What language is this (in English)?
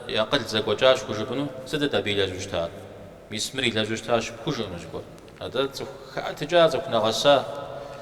Kabardian